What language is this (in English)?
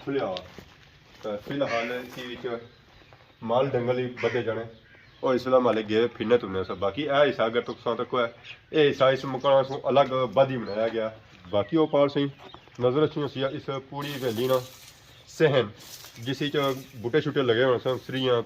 Pahari-Potwari